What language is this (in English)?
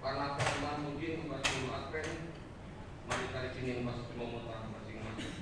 Batak Karo